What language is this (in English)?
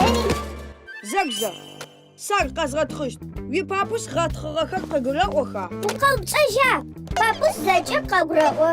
Adyghe